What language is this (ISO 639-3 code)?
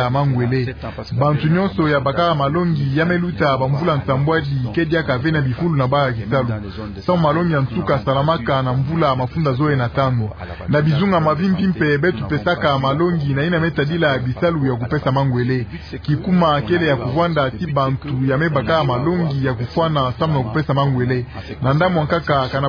ktu